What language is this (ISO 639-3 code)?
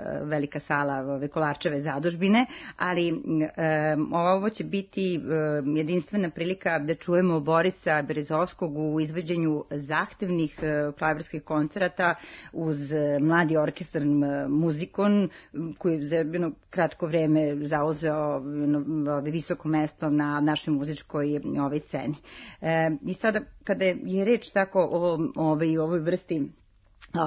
srp